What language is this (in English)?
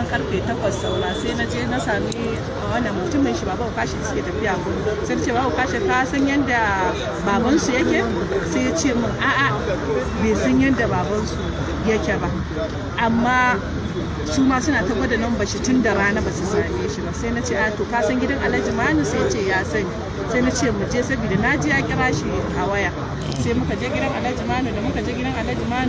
Hausa